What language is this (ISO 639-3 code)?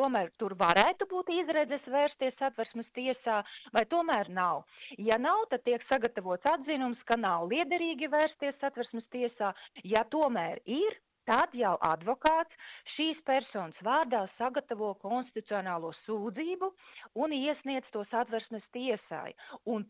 lav